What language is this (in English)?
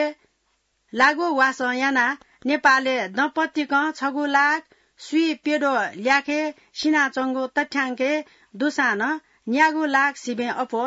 Newari